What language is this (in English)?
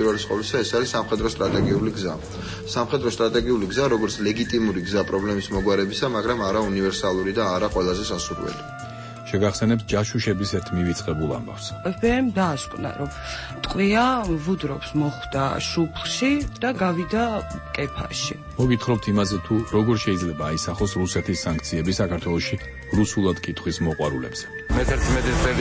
Georgian